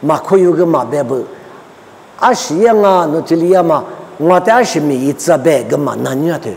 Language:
Lisu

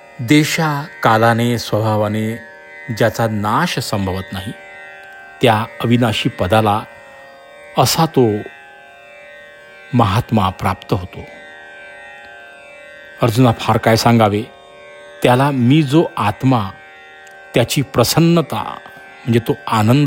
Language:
Marathi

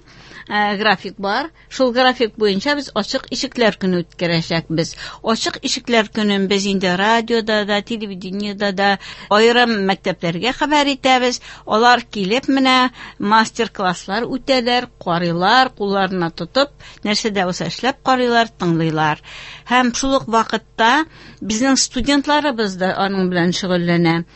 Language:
Tatar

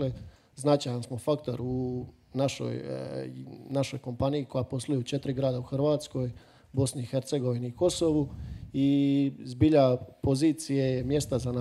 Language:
Croatian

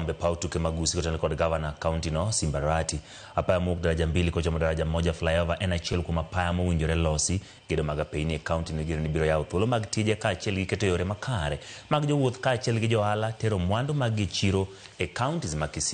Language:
Luo (Kenya and Tanzania)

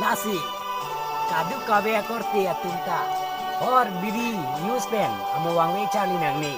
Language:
Karbi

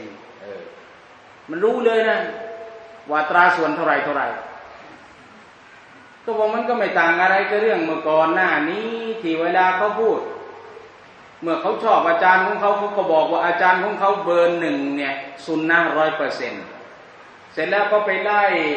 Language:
Thai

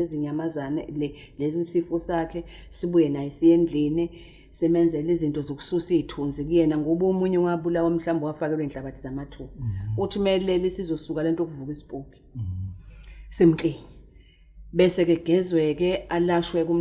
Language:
Zulu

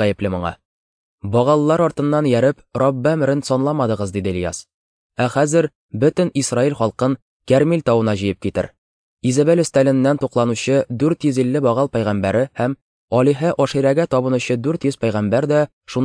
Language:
Tatar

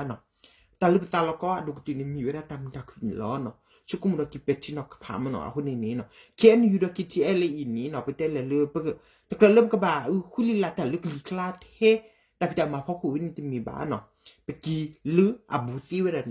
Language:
S'gaw Karen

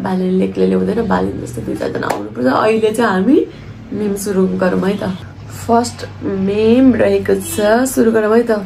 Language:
Nepali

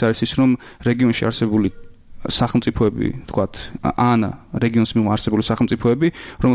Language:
Georgian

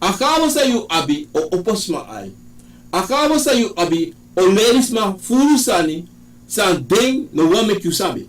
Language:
Sranan Tongo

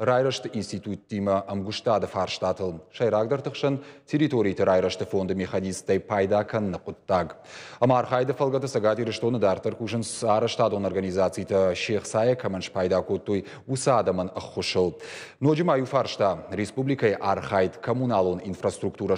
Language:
Ossetic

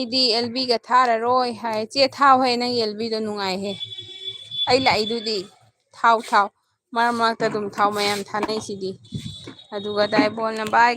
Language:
Manipuri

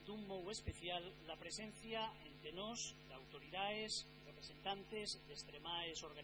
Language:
Asturian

